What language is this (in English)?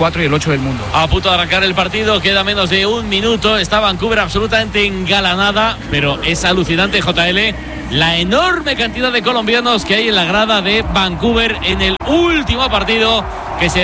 Spanish